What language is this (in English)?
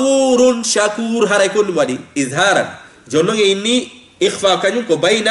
Fula